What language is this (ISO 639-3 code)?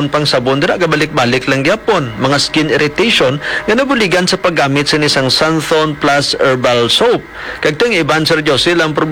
hil